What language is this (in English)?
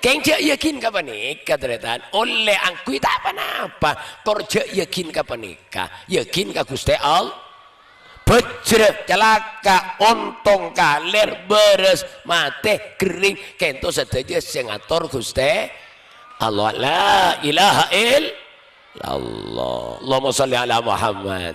Madurese